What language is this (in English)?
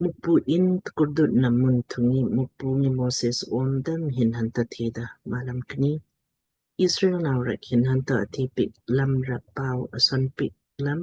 Lamkang